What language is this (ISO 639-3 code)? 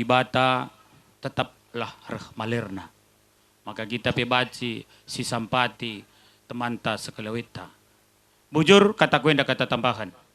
btx